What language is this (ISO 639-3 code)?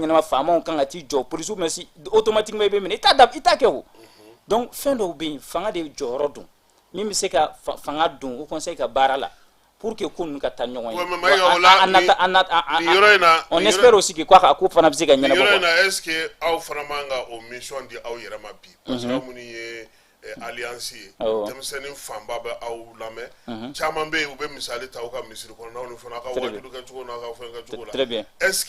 bam